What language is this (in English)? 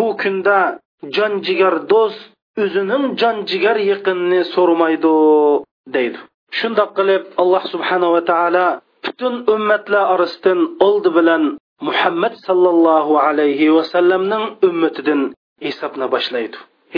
Uyghur